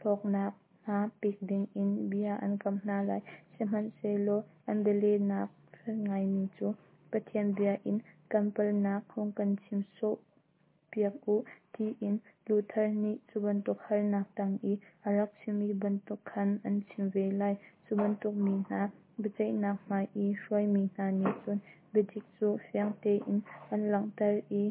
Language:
Hakha Chin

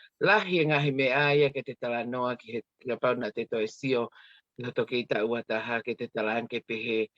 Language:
Tongan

